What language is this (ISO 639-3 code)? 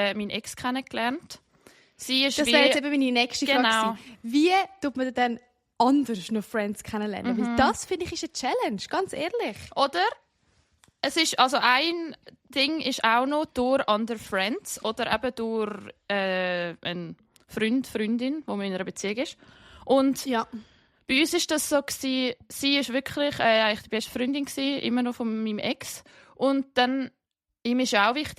gsw